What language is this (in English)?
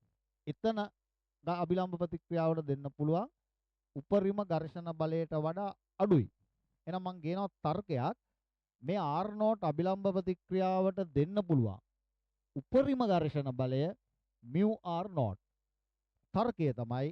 Sinhala